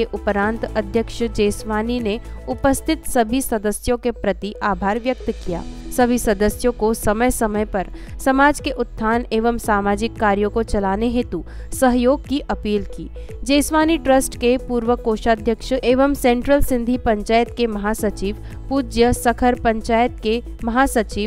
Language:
Hindi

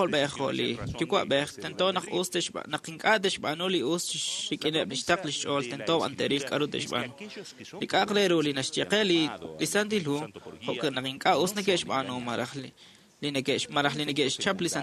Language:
Kekchí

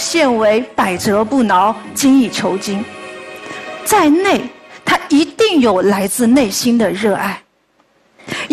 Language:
Chinese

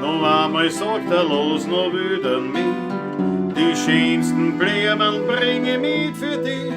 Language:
Bavarian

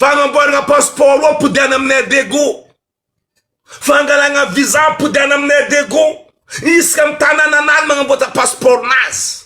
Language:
Malagasy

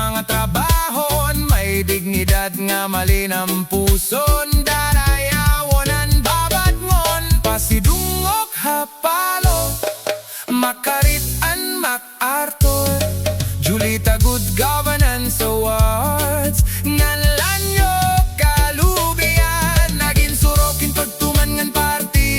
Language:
Waray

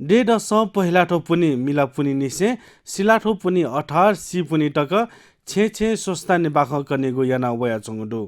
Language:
Newari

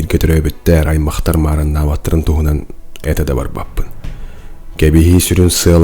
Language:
Yakut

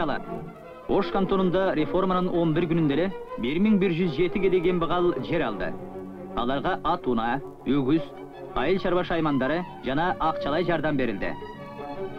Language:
Kyrgyz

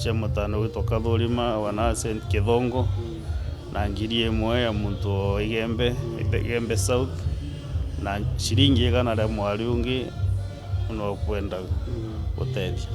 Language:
Meru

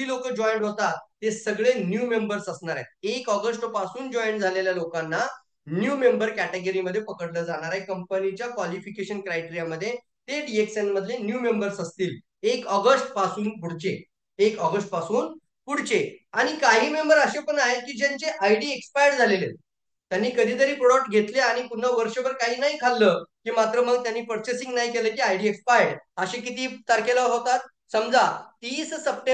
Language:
Marathi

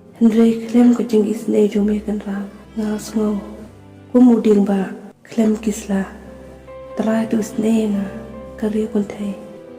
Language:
Khasi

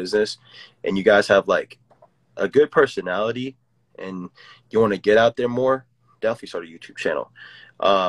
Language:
English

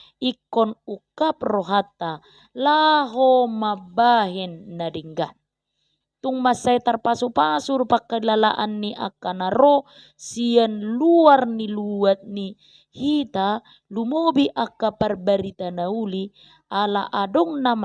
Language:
Batak Toba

